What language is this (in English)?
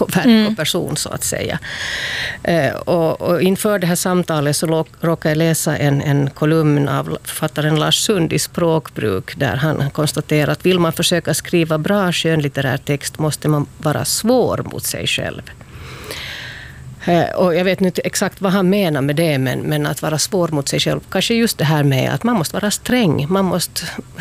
Swedish